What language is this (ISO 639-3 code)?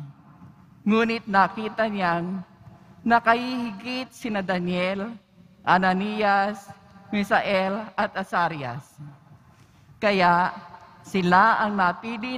fil